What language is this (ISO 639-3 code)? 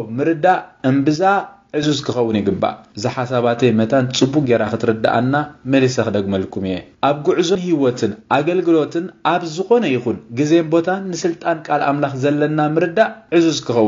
tir